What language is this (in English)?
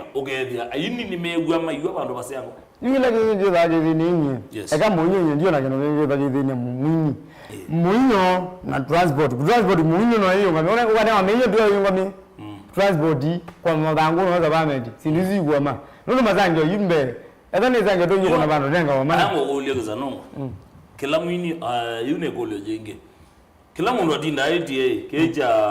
Kamba